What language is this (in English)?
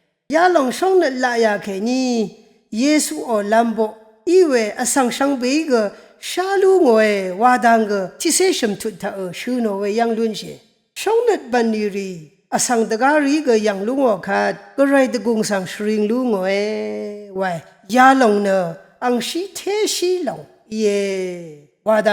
Rawang